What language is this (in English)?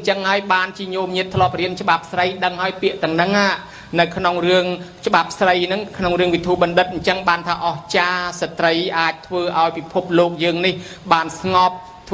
Khmer